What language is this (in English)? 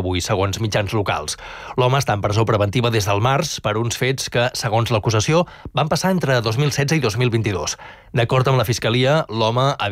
Catalan